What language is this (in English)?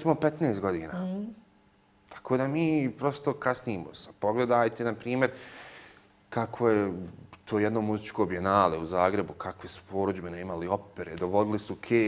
Bosnian